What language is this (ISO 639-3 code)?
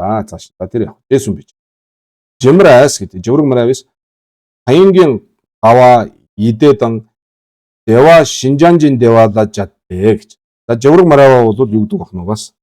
mon